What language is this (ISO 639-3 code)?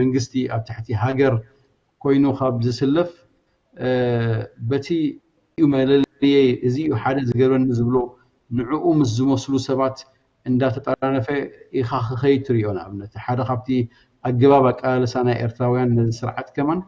tir